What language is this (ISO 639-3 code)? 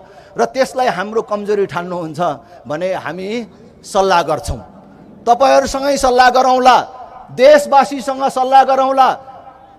nep